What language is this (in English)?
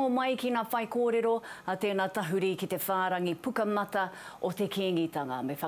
Māori